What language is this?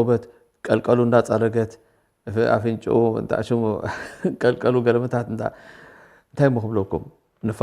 Tigrinya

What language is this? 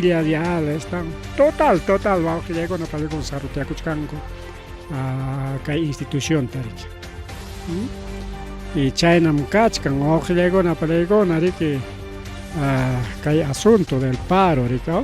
Ayacucho Quechua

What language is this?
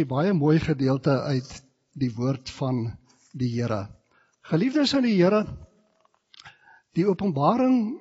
Afrikaans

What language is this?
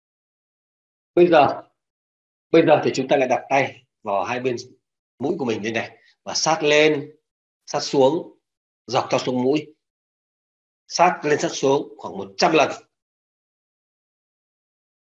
Vietnamese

